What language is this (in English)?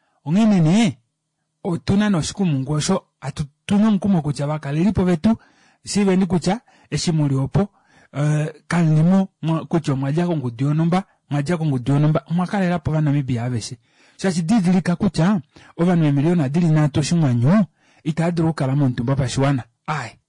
Kuanyama